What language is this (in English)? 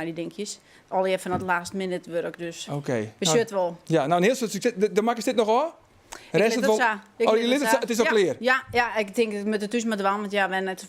Western Frisian